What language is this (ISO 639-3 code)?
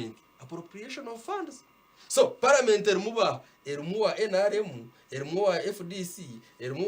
nyn